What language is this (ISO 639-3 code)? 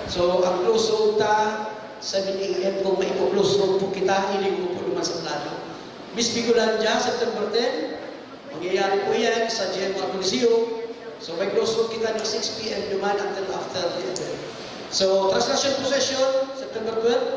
bik